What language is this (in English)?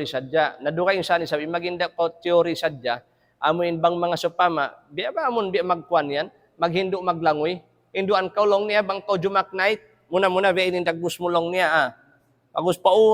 Tausug